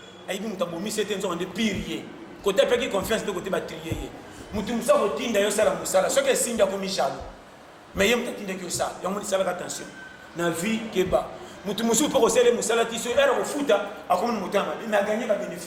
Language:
Lingala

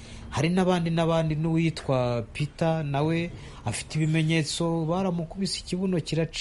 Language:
Kinyarwanda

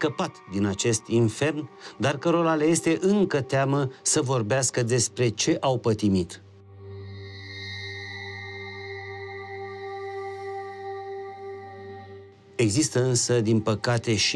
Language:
Romanian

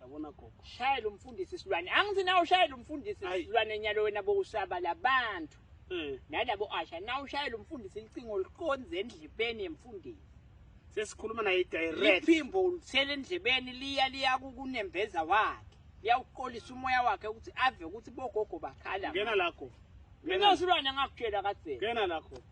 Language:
Swati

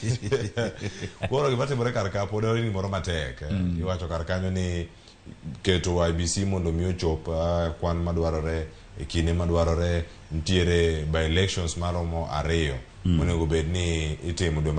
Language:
Luo (Kenya and Tanzania)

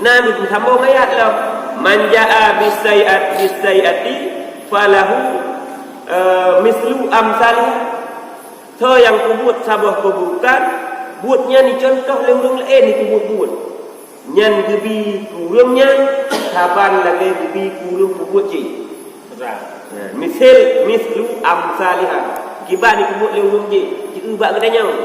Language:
Achinese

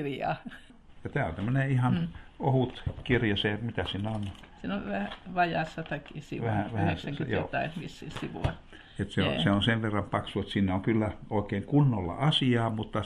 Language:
Finnish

